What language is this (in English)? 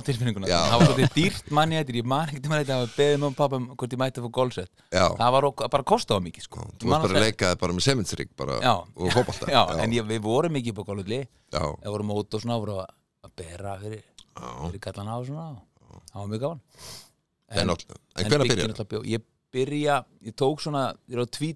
Icelandic